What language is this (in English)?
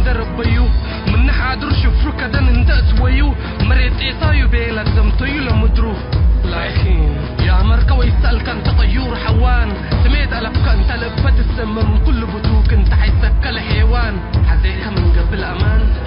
Tigre